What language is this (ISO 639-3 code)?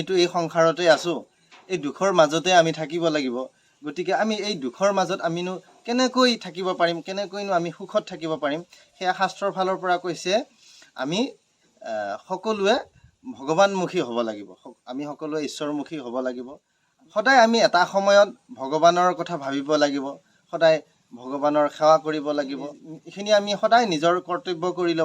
asm